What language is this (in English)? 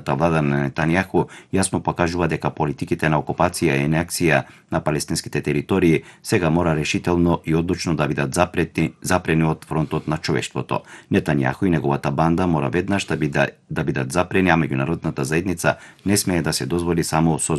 Macedonian